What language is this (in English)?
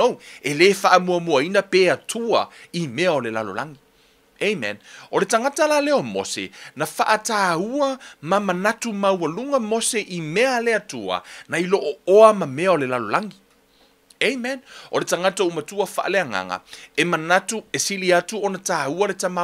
Samoan